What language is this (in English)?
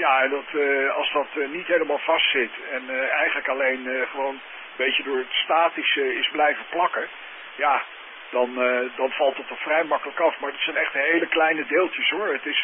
Dutch